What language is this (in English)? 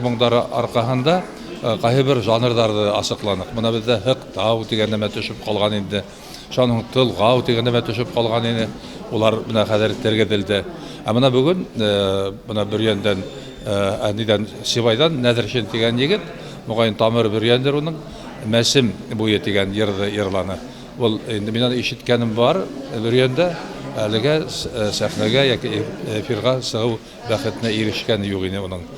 Bashkir